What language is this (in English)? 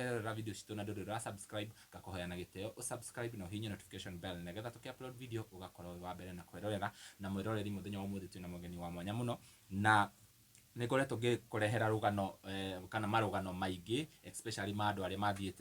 Kikuyu